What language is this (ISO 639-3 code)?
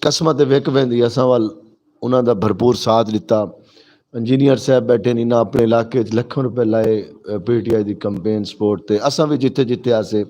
skr